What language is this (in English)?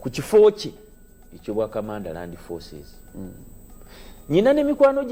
Ganda